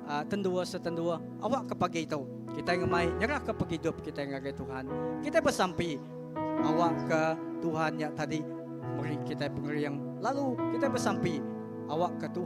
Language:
Iban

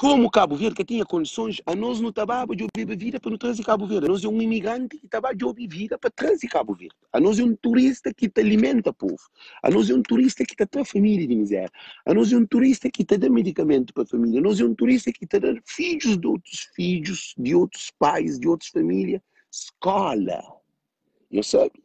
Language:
Kabuverdianu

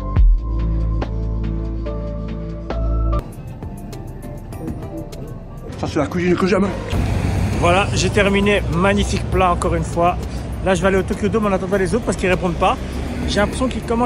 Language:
French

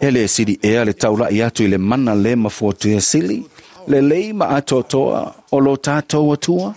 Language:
Samoan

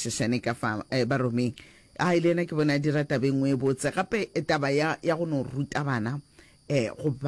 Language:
Northern Sotho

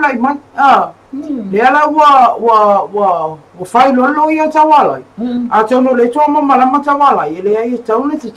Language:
Samoan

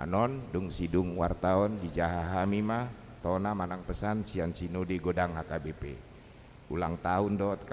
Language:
Batak Toba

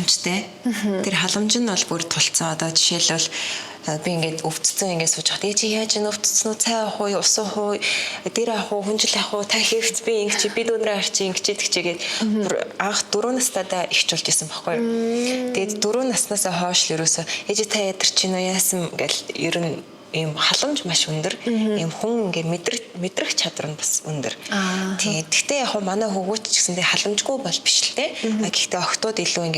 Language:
Mongolian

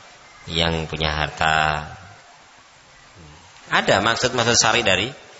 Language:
Indonesian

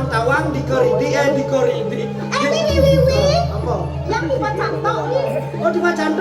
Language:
Balinese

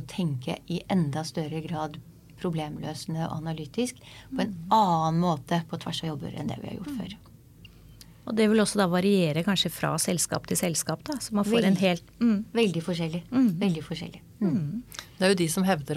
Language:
Norwegian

